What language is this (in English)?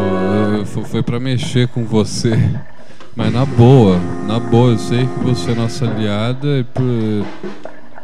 Portuguese